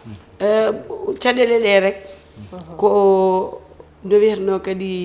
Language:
Fula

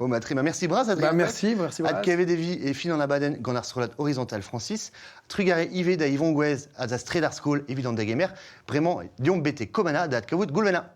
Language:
Breton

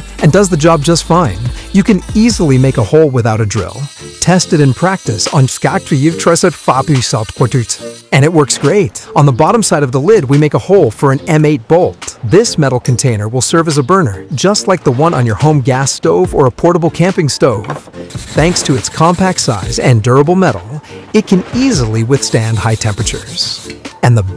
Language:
English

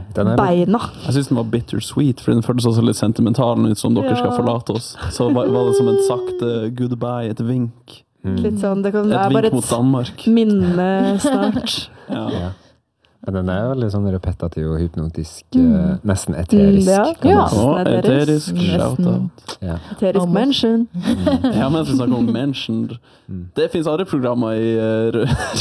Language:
Norwegian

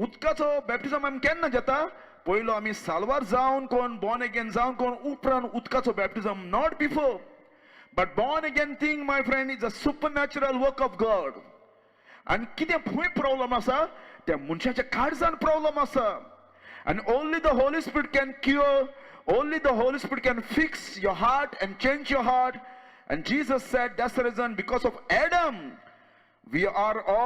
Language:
Konkani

